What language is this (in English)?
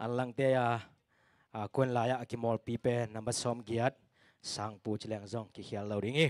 Tedim Chin